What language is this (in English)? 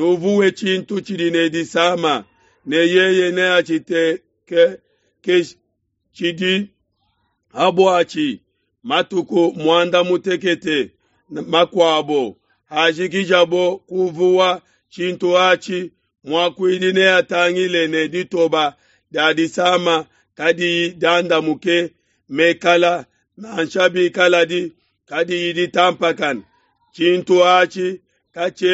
Luba-Lulua